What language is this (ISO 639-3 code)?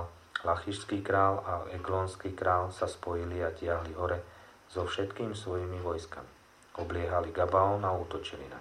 slk